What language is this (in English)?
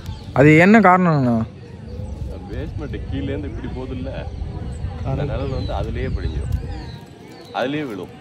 Tamil